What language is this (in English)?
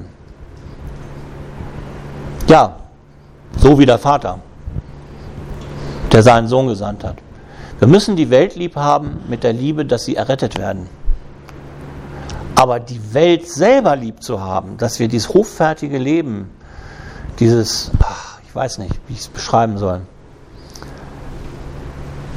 German